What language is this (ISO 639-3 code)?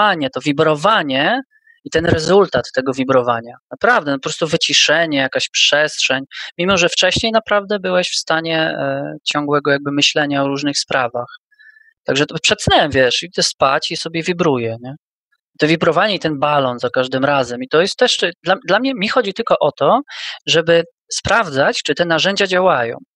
pol